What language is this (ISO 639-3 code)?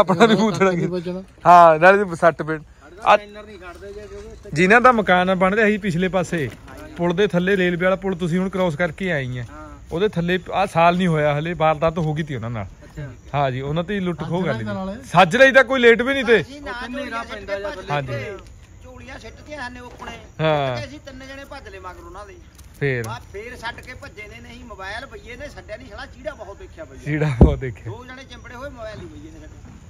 pan